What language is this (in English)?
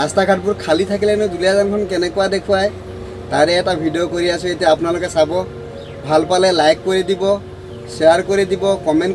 Assamese